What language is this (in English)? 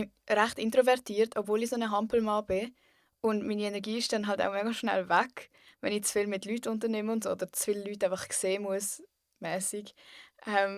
Swiss German